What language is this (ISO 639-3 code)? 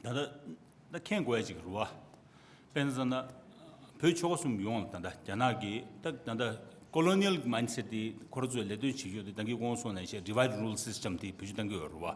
bod